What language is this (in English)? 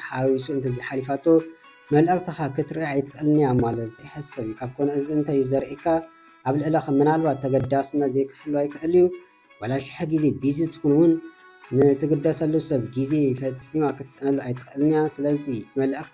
Tigrinya